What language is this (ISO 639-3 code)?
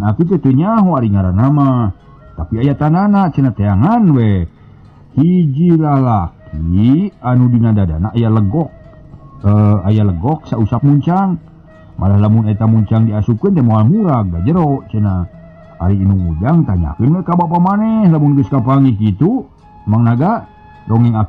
sun